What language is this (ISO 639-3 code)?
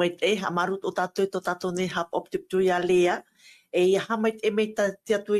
tah